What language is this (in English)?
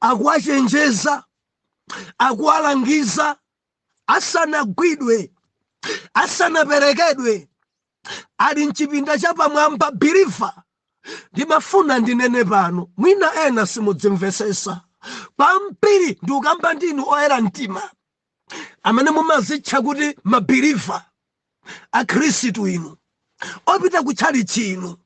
Nyanja